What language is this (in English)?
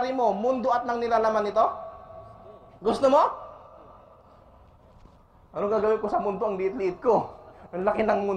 Filipino